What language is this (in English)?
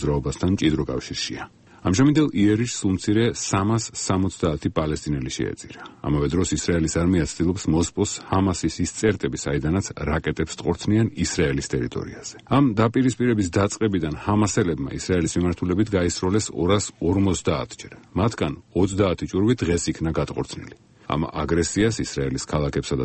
Georgian